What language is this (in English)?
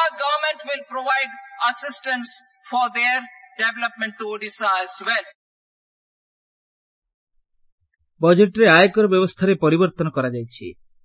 Odia